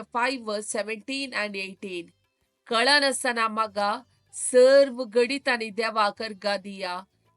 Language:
Konkani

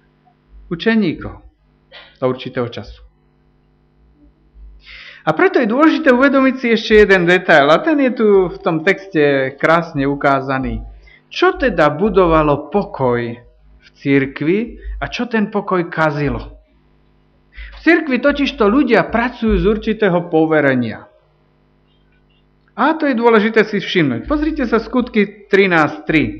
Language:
Slovak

